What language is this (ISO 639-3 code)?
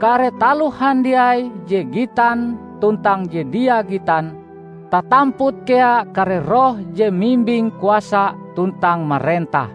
nij